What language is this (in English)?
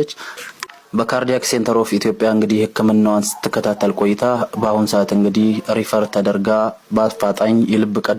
Amharic